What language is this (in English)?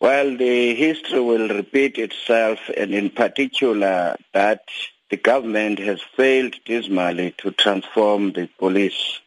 English